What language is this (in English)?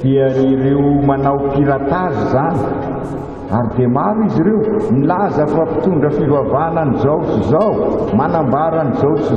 Malagasy